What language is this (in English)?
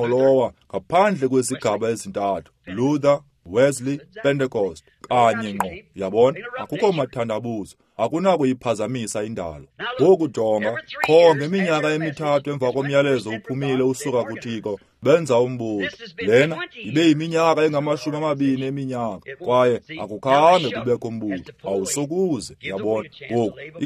Xhosa